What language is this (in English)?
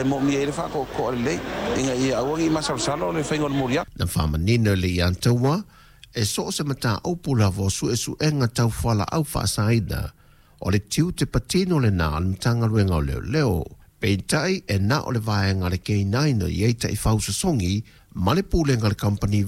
Samoan